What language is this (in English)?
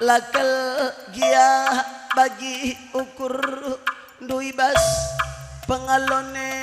Batak Karo